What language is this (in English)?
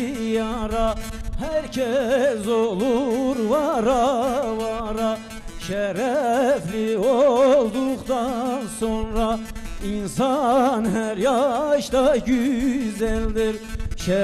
Turkish